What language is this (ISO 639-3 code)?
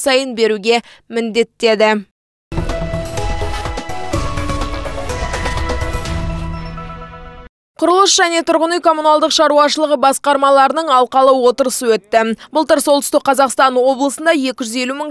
kaz